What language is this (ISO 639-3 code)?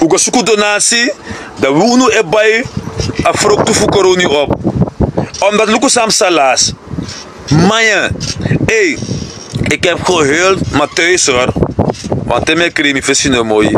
srn